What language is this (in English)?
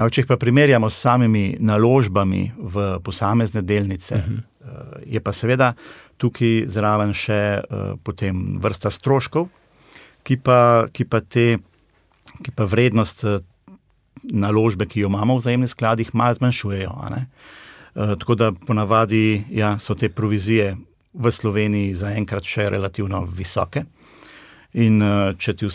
Slovenian